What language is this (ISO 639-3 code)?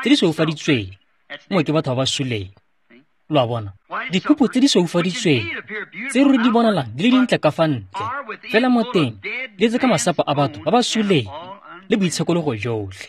tsn